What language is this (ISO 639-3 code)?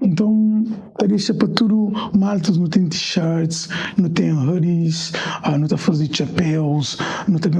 kea